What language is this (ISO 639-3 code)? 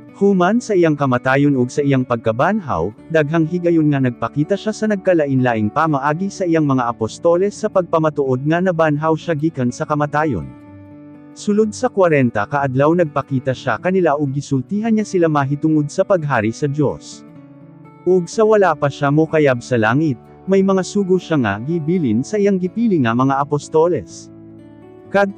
ceb